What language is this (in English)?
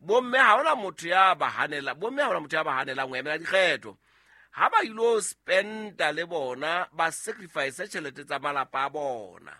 Southern Sotho